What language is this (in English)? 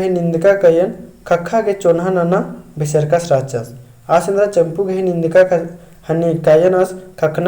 Kurukh